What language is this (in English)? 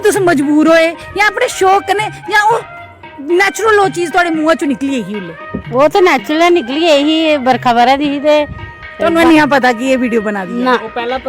Dogri